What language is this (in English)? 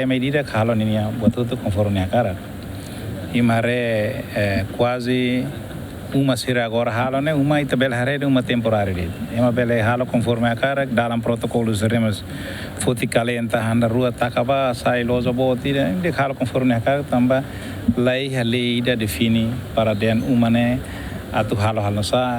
Tetum